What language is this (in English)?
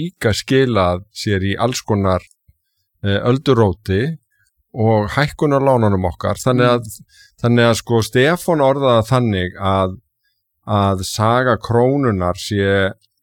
Icelandic